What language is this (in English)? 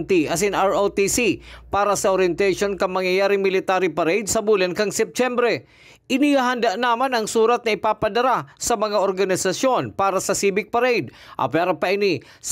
Bikol